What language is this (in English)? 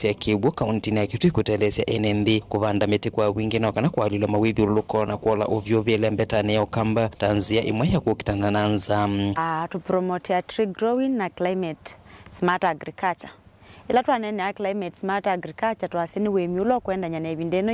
Kamba